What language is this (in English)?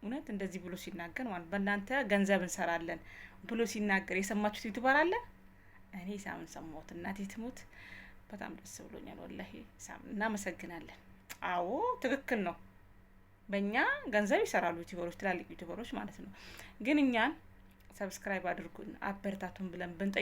Amharic